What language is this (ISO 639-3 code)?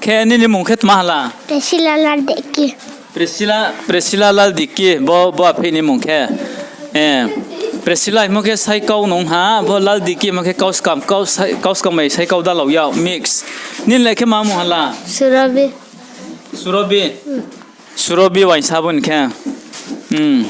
ria